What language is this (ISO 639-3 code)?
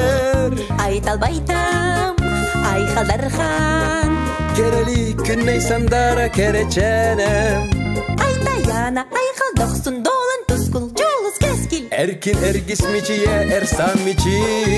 sah